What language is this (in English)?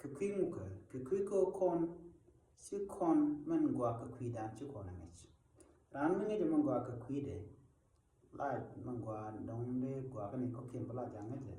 Nuer